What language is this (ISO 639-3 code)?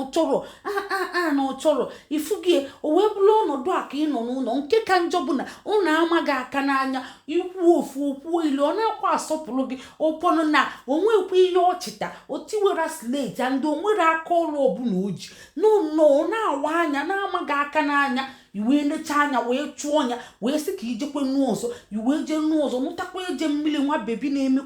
ibo